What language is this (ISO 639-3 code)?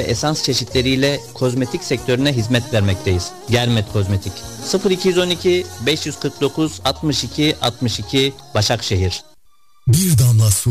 tur